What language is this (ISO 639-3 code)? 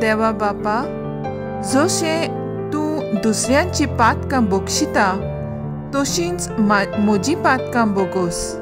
kok